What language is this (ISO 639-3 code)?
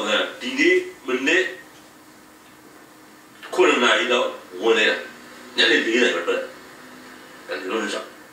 mya